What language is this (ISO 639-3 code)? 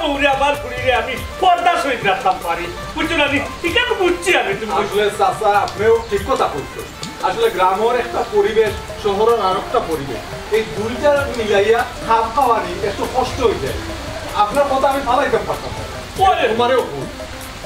syl